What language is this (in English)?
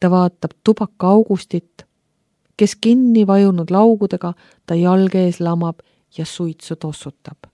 Estonian